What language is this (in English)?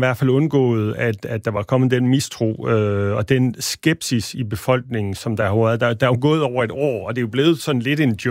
Danish